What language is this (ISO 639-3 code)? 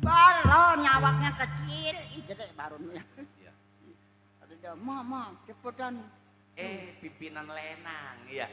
bew